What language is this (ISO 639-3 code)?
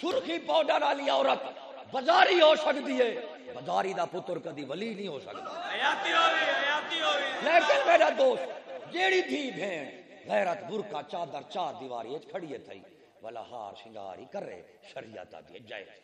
skr